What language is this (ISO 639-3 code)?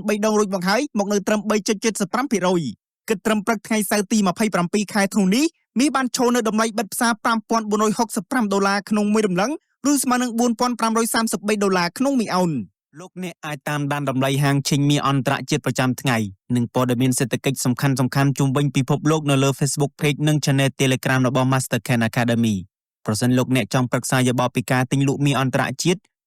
khm